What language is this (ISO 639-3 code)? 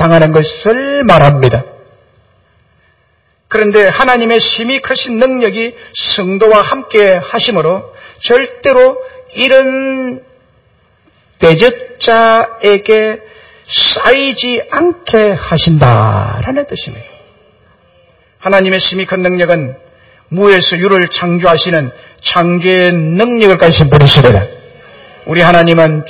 kor